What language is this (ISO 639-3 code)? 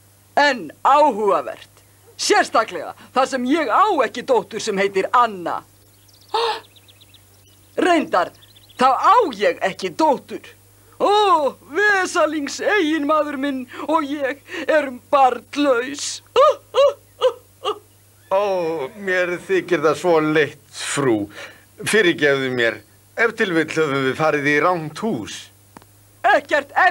isl